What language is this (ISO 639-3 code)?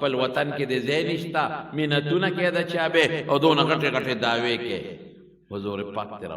pus